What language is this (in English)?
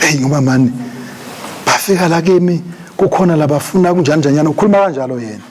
Swati